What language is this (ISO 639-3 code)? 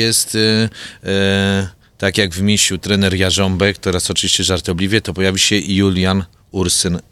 pol